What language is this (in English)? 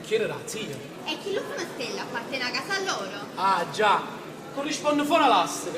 Neapolitan